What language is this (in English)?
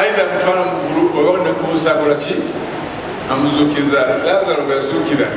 Ganda